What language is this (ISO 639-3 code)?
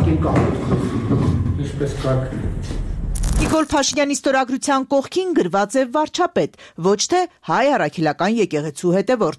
hye